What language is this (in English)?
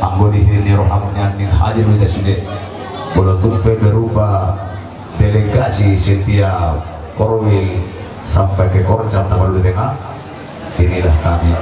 Batak Toba